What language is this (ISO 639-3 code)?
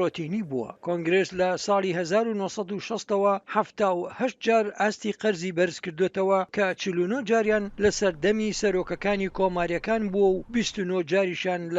ckb